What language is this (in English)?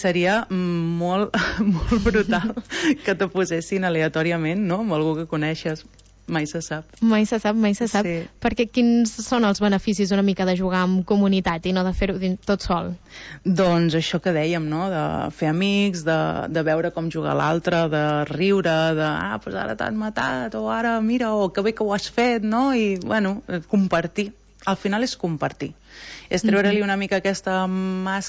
Catalan